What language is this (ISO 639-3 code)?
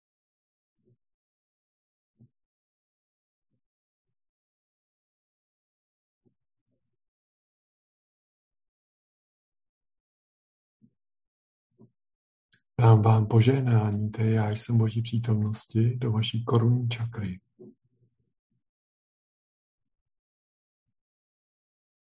ces